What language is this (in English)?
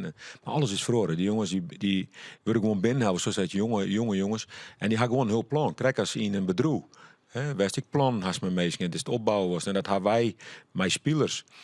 Western Frisian